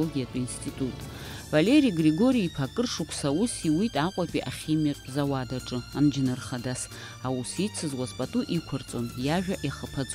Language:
Abkhazian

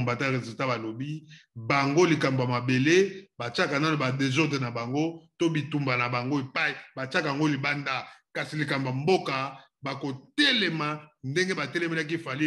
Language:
Lingala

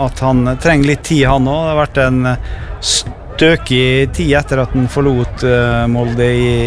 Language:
Norwegian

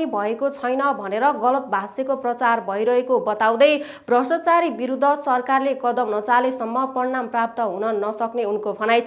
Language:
Nepali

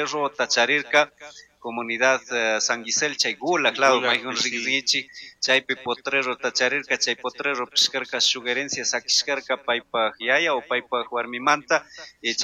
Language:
Chimborazo Highland Quichua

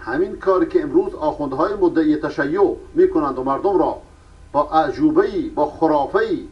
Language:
Persian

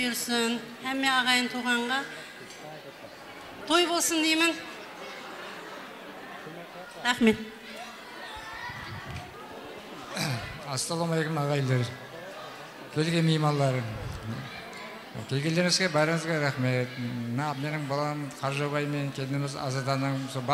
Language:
Kara-Kalpak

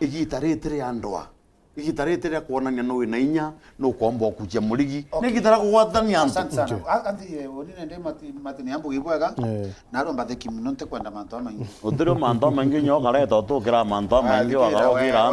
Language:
Meru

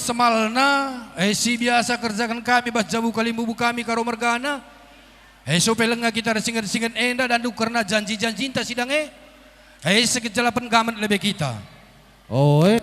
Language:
Batak Karo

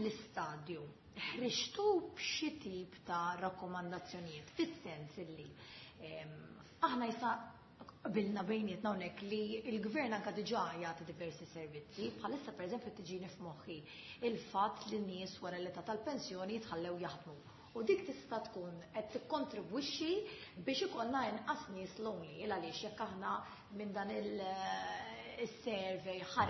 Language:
Maltese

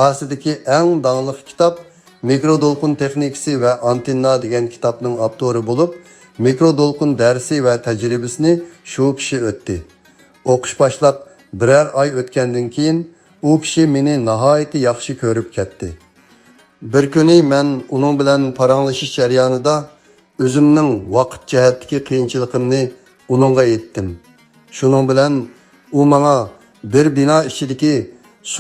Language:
Uyghur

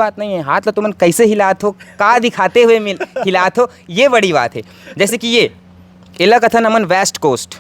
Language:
Chhattisgarhi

